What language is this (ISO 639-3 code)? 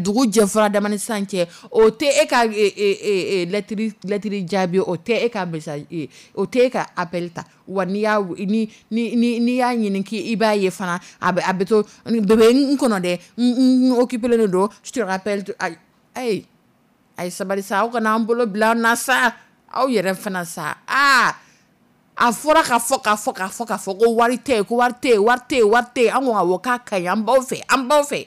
dyu